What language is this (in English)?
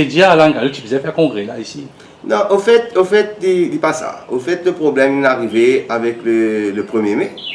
Morisyen